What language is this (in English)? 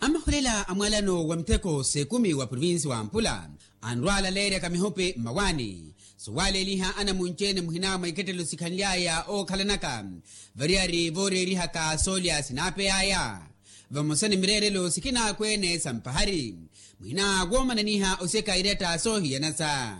Makhuwa